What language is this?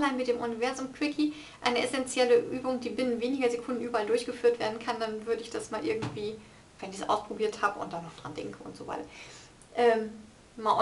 German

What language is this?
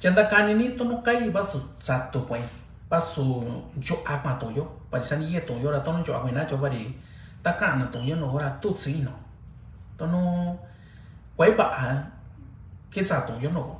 Mixtepec Mixtec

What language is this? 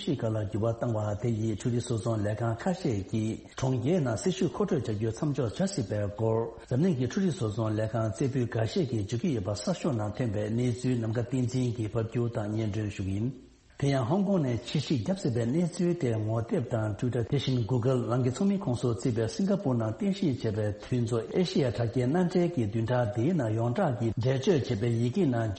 Tibetan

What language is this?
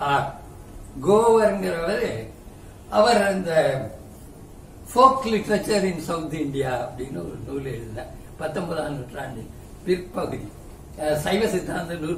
Tamil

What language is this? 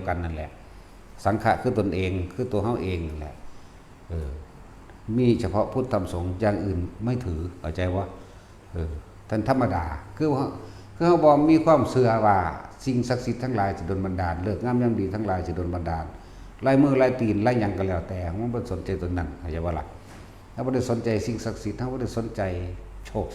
Northeastern Thai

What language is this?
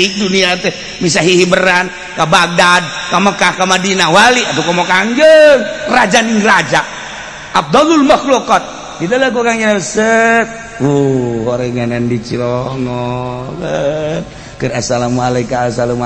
Sundanese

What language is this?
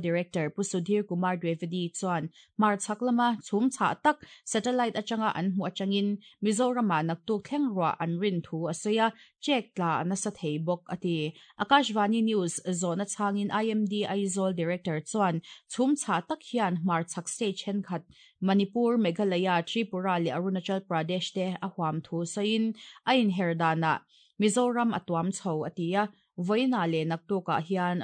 Mizo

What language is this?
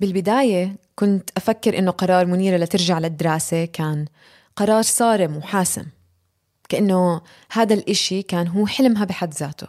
North Levantine Arabic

